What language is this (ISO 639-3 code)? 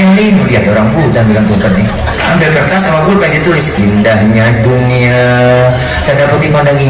bew